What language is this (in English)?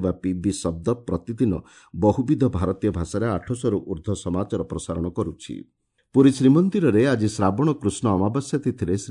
Odia